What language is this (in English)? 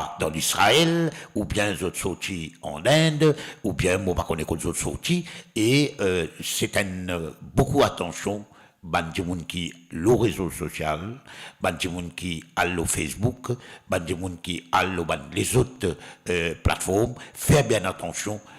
Morisyen